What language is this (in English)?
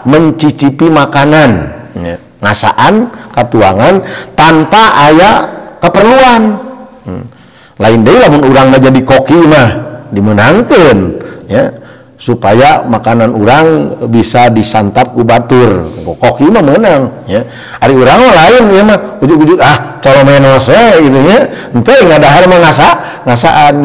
Sundanese